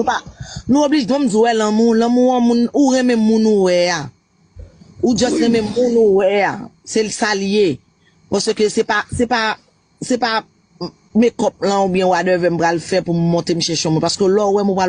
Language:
Haitian Creole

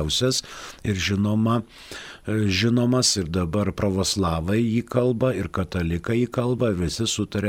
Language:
Lithuanian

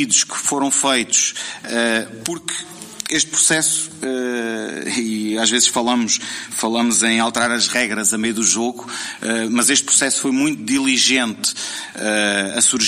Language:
Portuguese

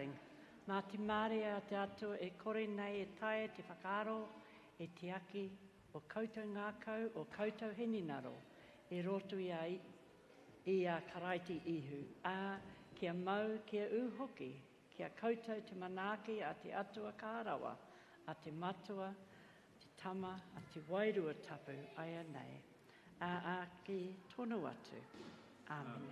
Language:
Māori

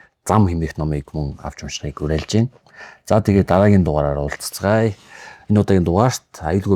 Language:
Mongolian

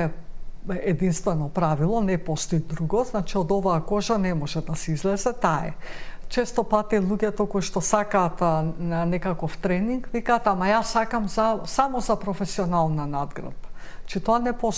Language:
Macedonian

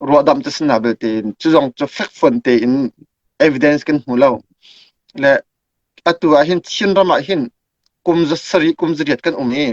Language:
Hakha Chin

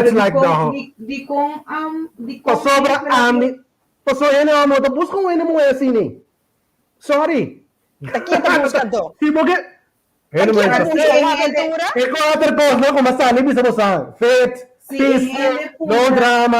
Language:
Papiamento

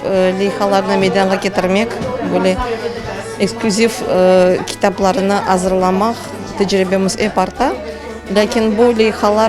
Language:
Crimean Tatar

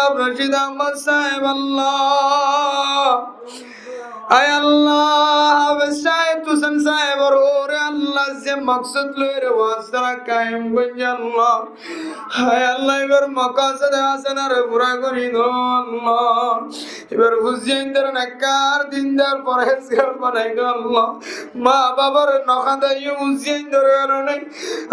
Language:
Rohingya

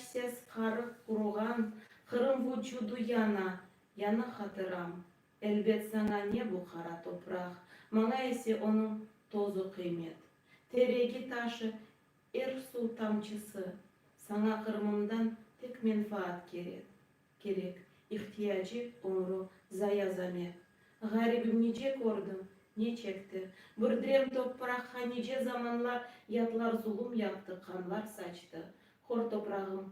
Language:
Crimean Tatar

